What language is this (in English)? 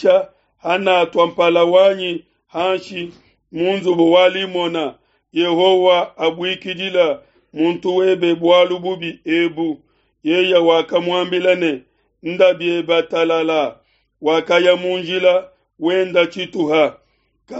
Luba-Lulua